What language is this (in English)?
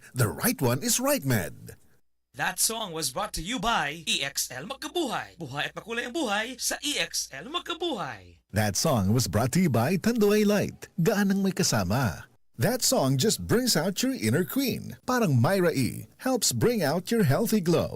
Cebuano